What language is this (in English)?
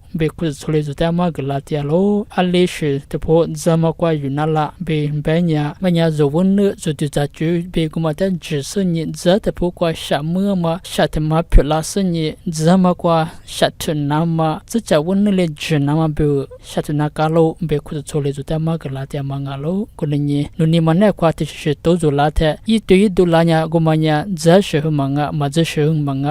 Lisu